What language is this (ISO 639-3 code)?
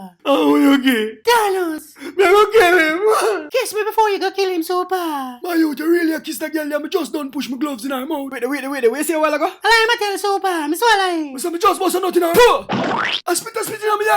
jam